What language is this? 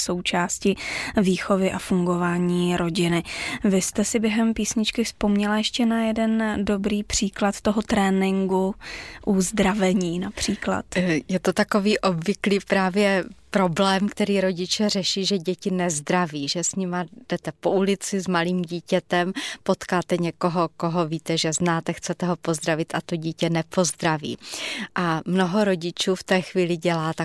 Czech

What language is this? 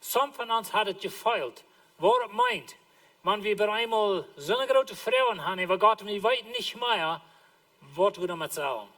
Plautdietsch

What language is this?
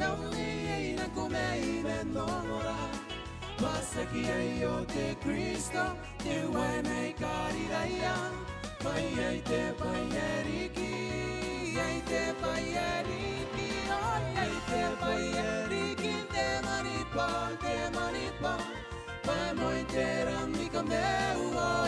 Gilbertese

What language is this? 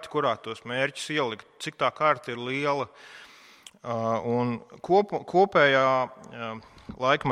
Latvian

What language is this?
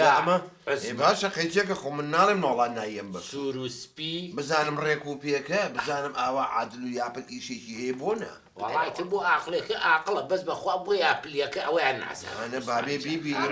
Central Kurdish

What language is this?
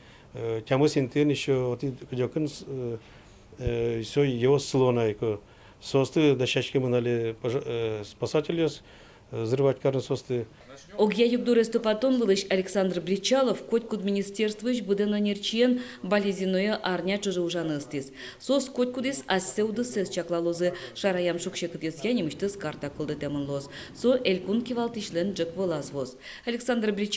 Udmurt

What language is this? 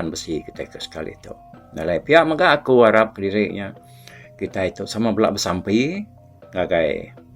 Iban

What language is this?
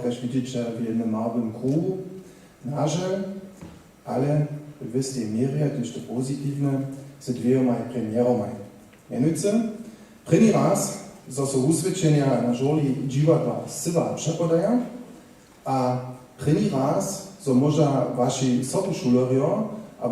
Upper Sorbian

